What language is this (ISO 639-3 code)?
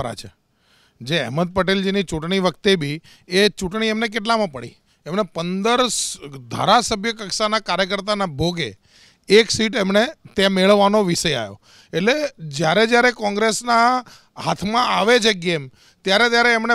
guj